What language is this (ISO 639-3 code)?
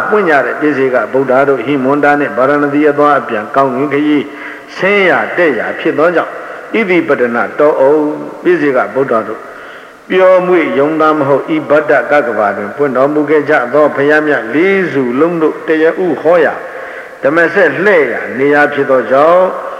mya